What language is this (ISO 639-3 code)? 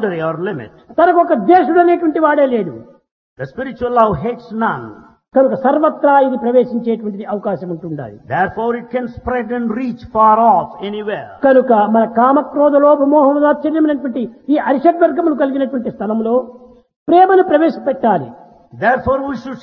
tel